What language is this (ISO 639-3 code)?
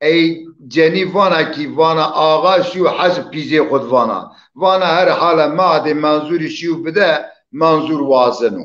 zza